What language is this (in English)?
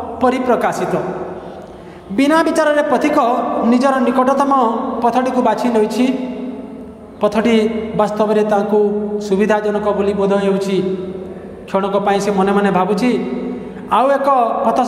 Odia